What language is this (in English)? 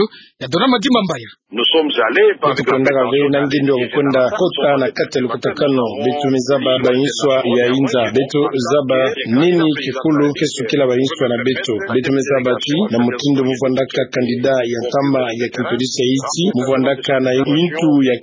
Kituba (Democratic Republic of Congo)